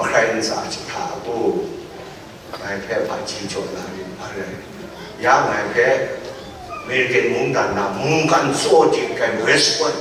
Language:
Kachin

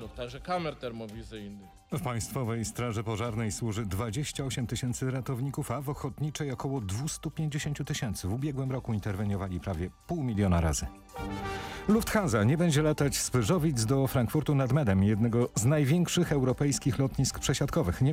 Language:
Polish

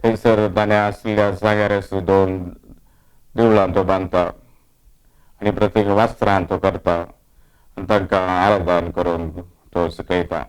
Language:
Konkani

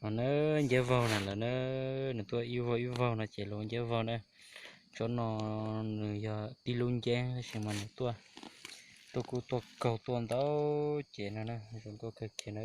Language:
Hmong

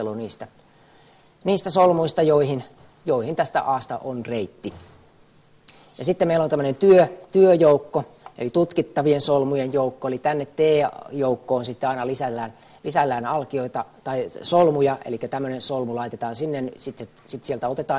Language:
Finnish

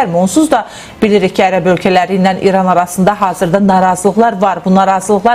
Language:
Azerbaijani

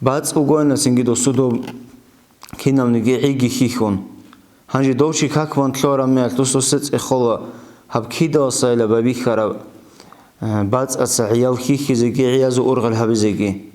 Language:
Avaric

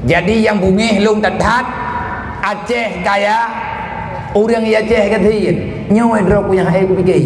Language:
Achinese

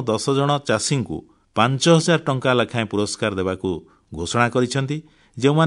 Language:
Odia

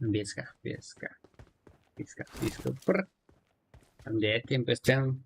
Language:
Kara-Kalpak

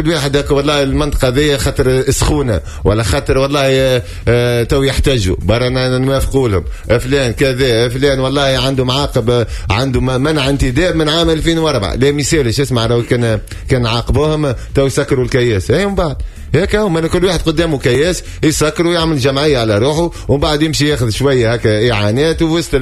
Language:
Tunisian Arabic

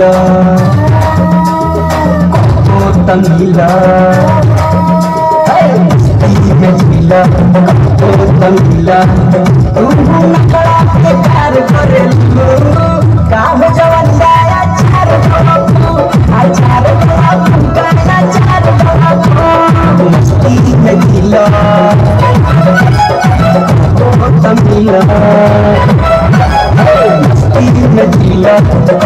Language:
Bhojpuri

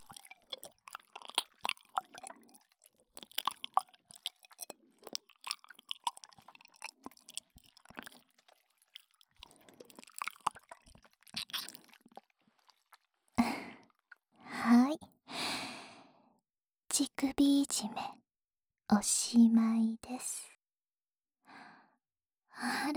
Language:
Japanese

